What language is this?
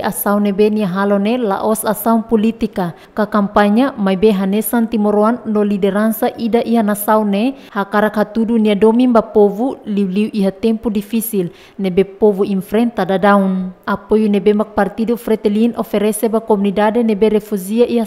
Tetum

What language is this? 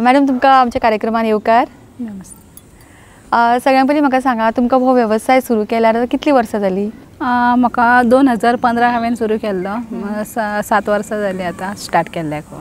Konkani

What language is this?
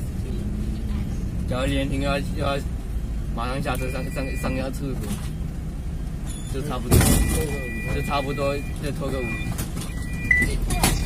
Chinese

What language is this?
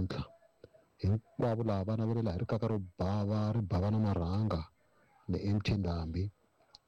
Tsonga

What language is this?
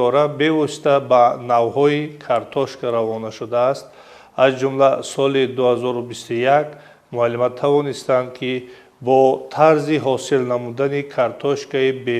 Tajik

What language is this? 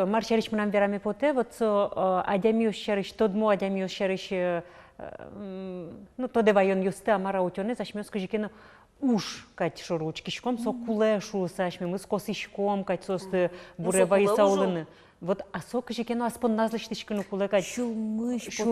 Udmurt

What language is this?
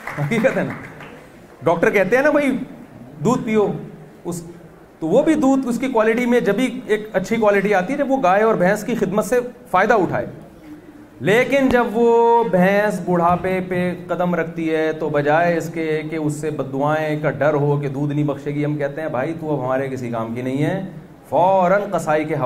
Urdu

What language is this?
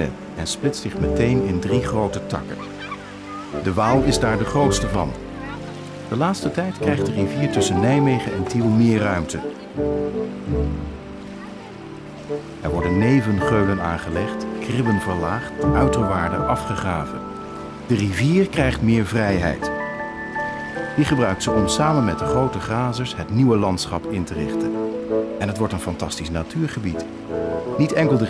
Dutch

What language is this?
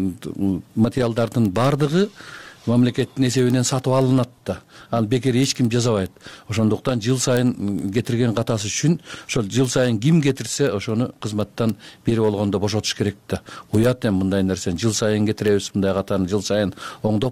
Kyrgyz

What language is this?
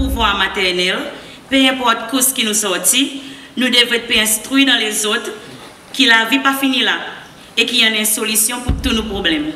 Seselwa Creole French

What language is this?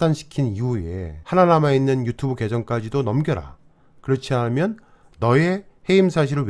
Korean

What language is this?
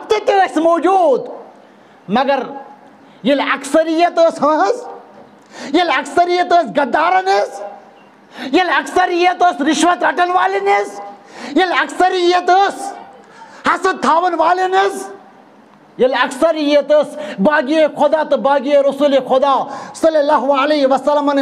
Kashmiri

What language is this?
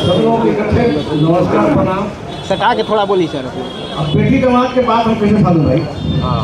Magahi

